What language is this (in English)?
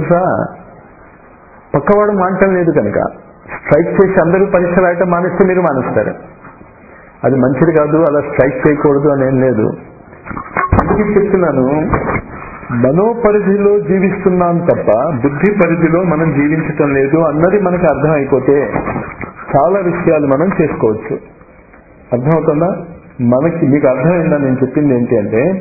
Telugu